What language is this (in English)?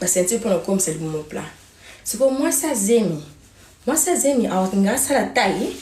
Lingala